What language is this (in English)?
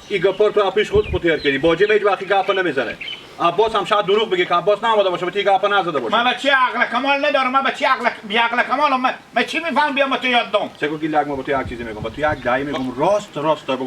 Hazaragi